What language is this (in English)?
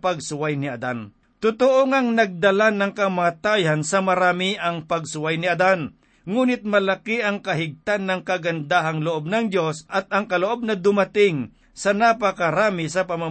Filipino